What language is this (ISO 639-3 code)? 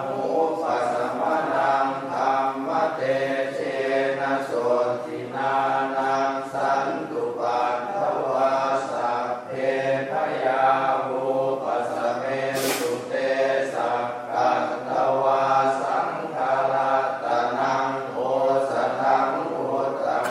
pli